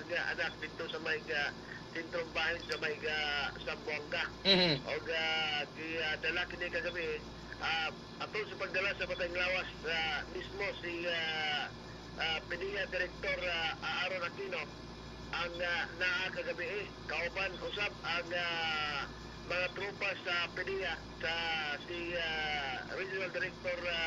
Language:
Cebuano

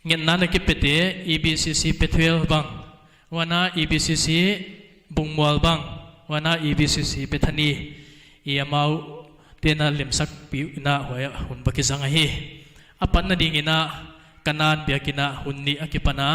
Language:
Paite Chin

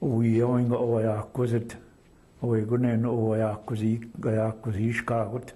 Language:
Chippewa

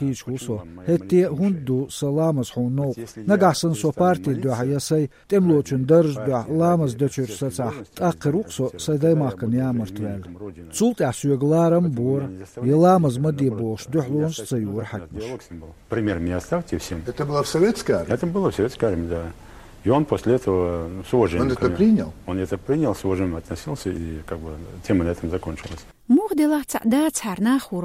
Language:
Chechen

